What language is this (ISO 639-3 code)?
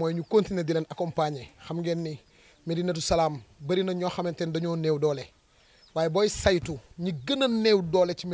wol